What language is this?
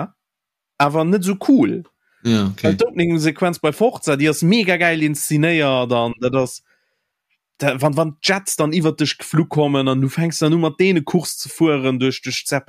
Luxembourgish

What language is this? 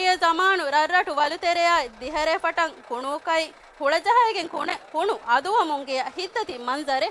Divehi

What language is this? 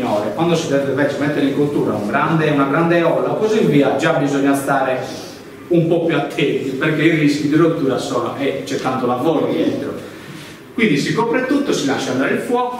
Italian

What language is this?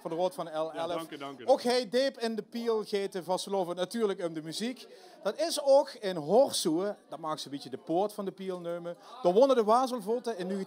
Limburgish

